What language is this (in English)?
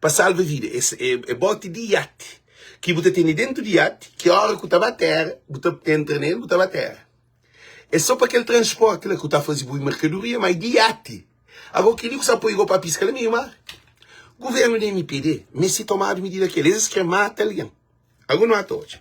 Kabuverdianu